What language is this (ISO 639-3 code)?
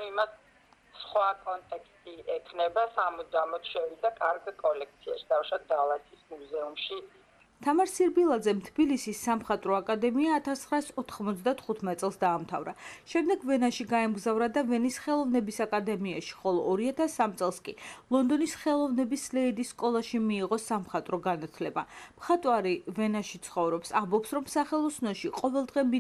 kat